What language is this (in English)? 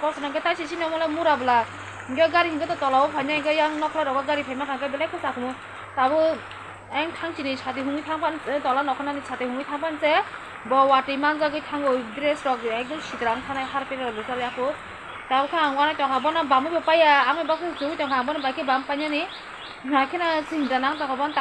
Kok Borok